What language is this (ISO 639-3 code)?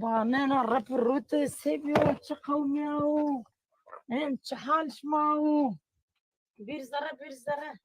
zza